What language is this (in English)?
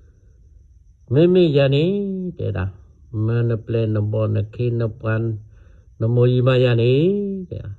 S'gaw Karen